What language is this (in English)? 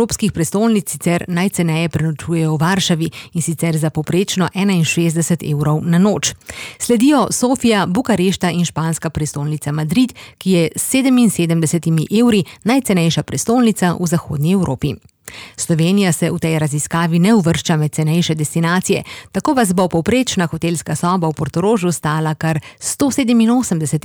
Slovenian